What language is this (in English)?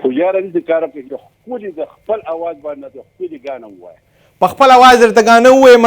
Pashto